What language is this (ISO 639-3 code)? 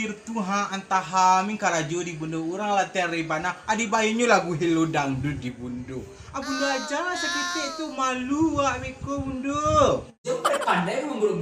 min